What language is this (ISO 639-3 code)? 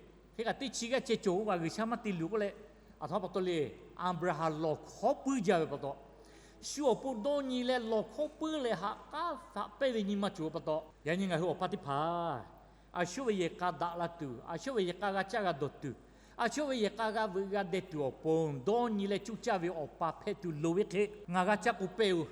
lhu